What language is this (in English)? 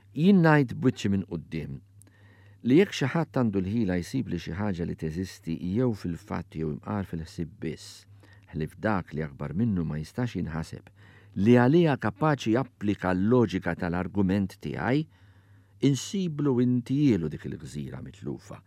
Maltese